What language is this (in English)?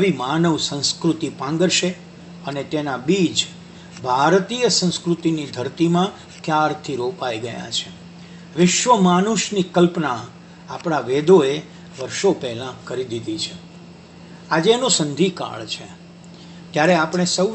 Gujarati